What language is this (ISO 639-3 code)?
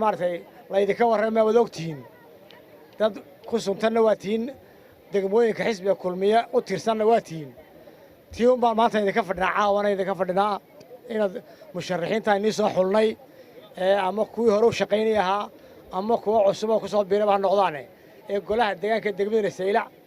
som